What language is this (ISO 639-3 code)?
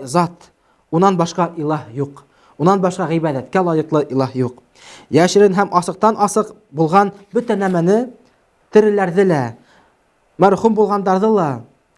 bak